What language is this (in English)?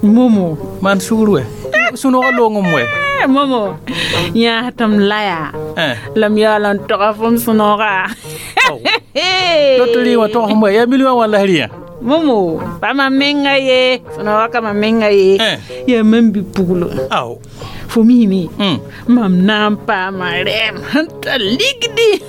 Mossi